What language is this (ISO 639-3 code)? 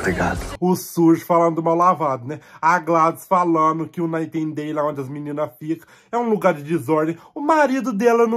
por